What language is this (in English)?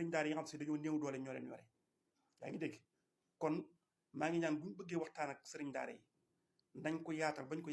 Wolof